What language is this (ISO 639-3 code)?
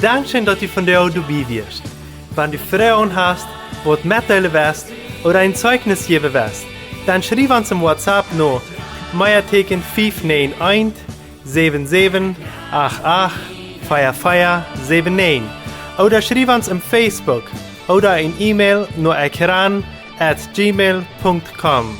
pdt